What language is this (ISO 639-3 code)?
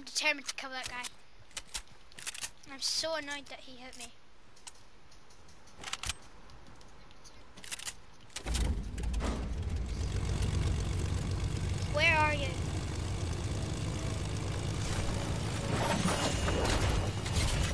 eng